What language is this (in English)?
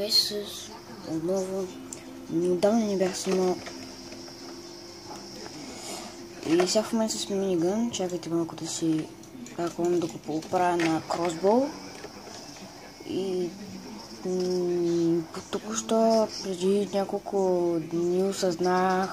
Bulgarian